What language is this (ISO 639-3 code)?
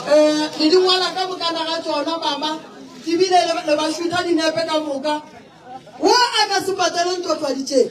nso